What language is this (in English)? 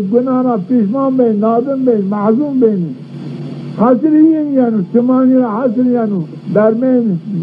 Zaza